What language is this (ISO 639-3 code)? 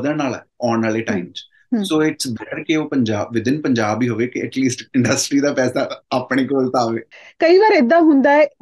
pan